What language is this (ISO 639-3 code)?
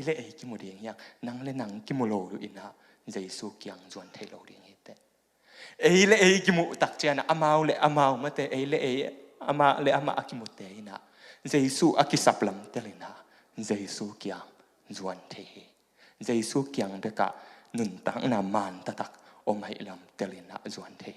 ctd